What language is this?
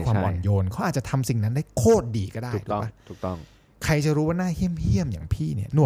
Thai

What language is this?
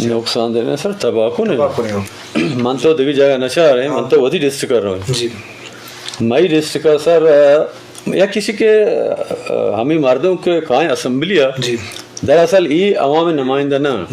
Eastern Balochi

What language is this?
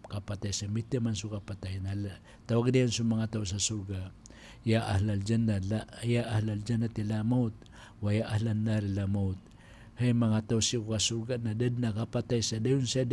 Maranao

